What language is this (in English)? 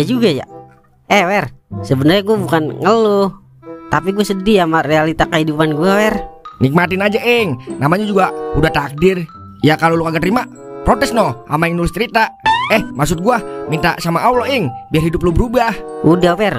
Betawi